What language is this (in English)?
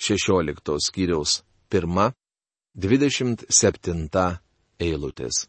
Lithuanian